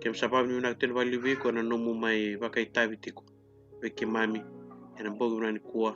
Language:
Fijian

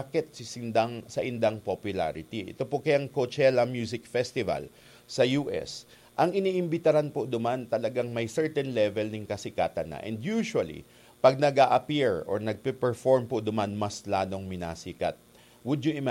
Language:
Bikol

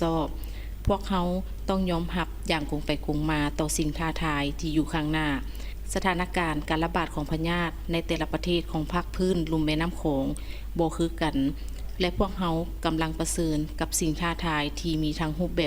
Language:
Lao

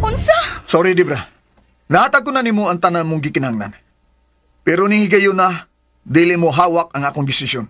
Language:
Cebuano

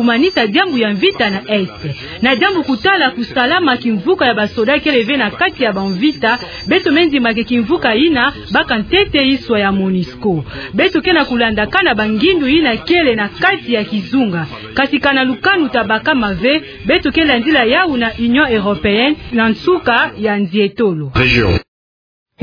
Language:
Kituba (Democratic Republic of Congo)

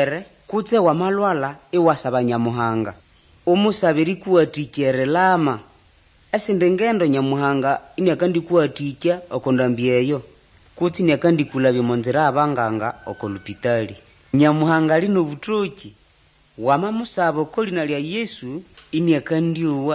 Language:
Nande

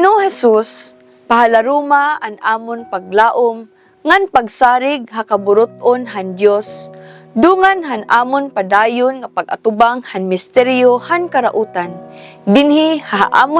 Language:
Waray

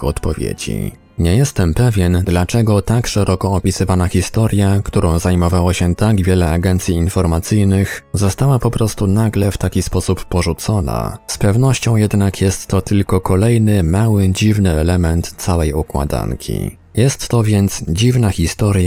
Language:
Polish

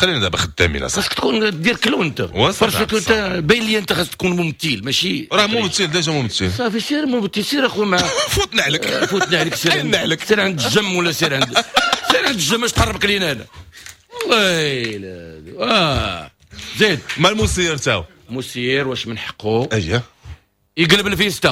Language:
Moroccan Arabic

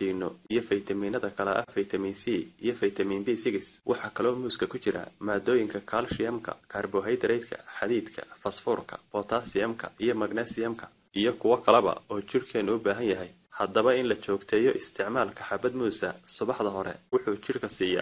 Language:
Somali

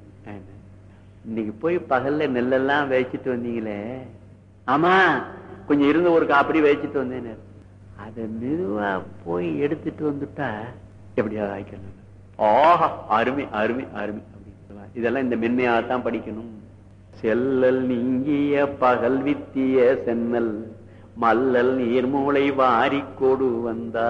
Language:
Tamil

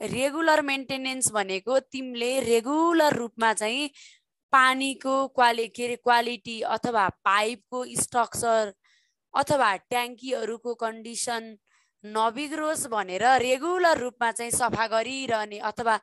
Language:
Nepali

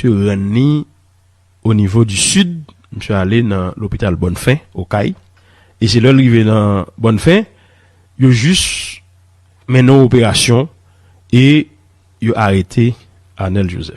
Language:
Haitian Creole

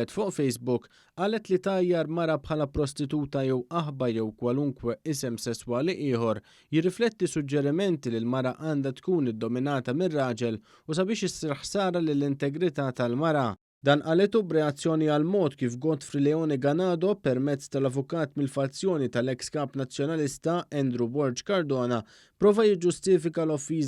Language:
Maltese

